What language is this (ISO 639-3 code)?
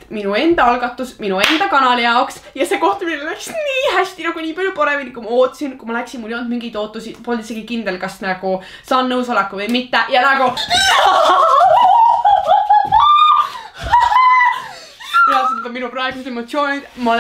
est